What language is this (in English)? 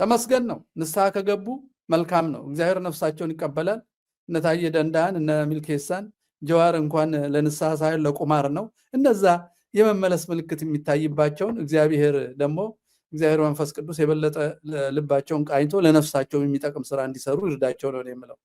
Amharic